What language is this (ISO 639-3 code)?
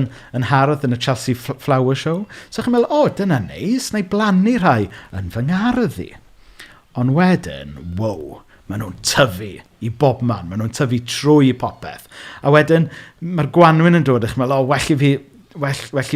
cym